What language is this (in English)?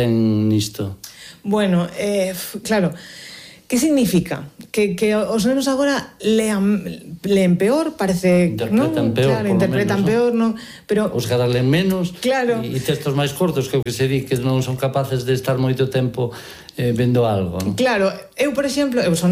Galician